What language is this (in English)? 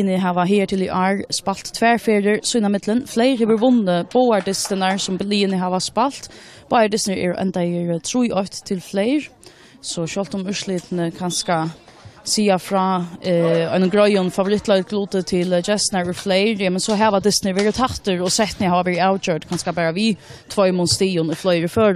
Faroese